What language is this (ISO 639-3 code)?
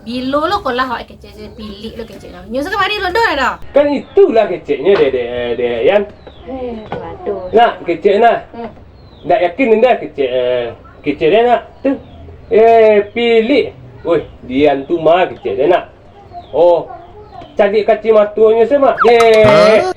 min